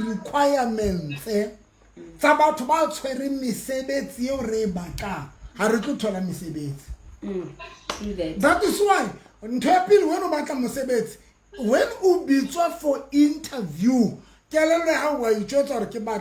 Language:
Southern Sotho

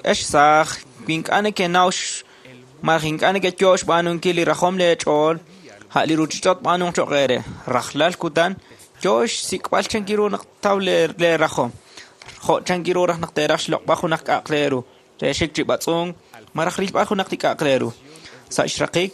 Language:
Kekchí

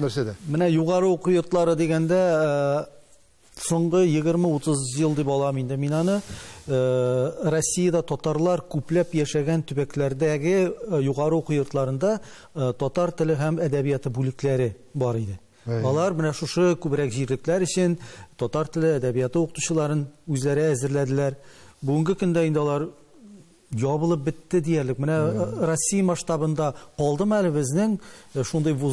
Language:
Tatar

